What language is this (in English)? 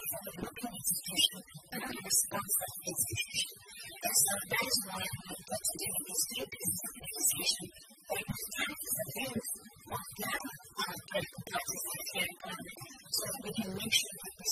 English